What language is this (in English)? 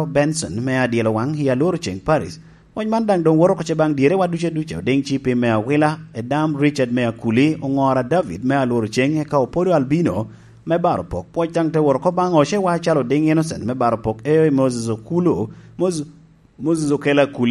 Lango (Uganda)